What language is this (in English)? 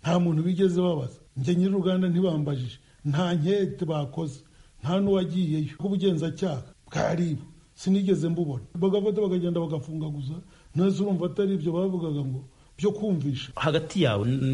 Kinyarwanda